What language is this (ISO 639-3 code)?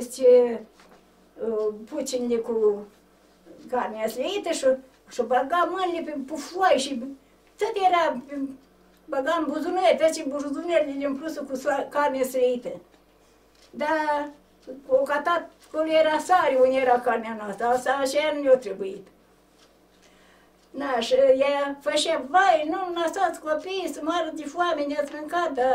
ron